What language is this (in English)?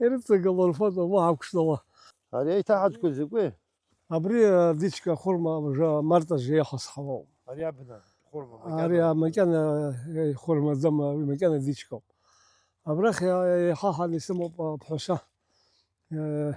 Abkhazian